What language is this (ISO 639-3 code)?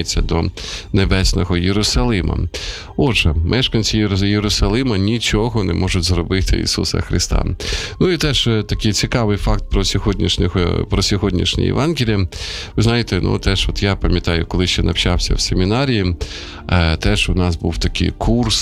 ukr